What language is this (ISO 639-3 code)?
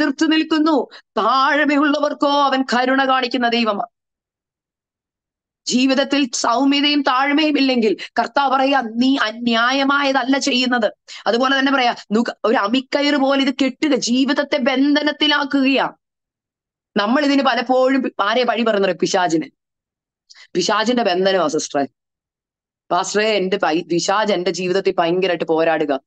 mal